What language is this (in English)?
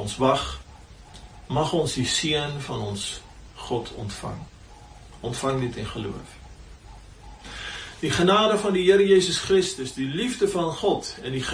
Afrikaans